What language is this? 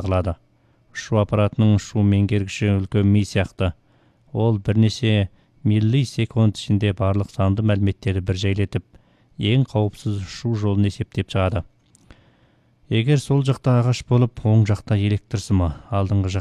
Kazakh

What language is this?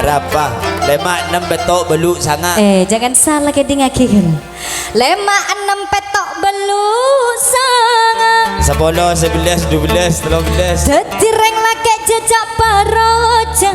Madurese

